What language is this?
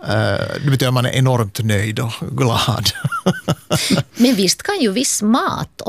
Swedish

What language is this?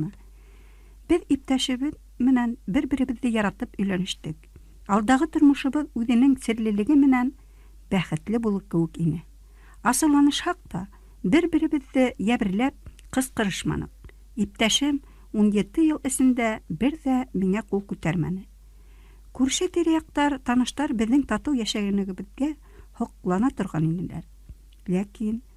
Bashkir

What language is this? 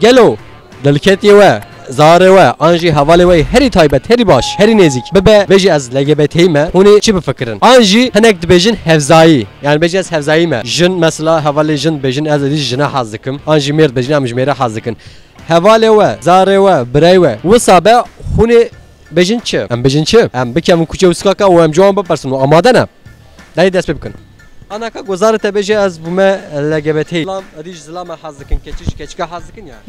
Kurdish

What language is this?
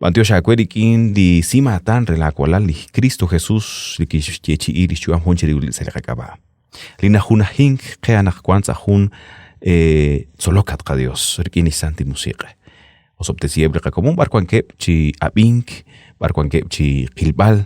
Kekchí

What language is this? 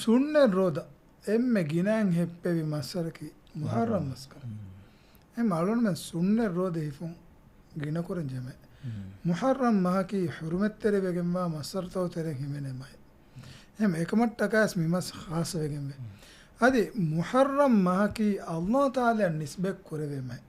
Divehi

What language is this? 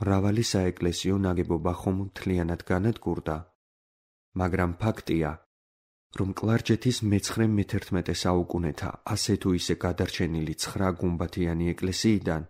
Georgian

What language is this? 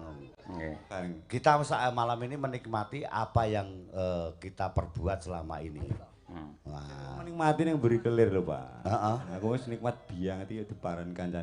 Javanese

